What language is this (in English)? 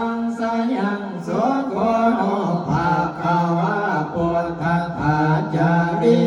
Pali